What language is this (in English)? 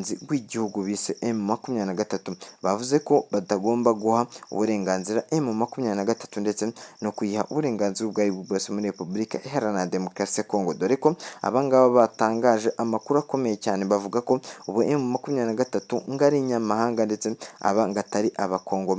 Kinyarwanda